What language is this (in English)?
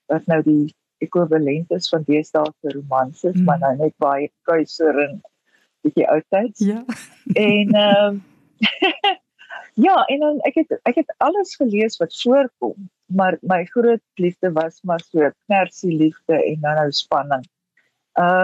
Afrikaans